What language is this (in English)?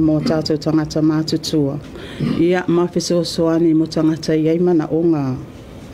Samoan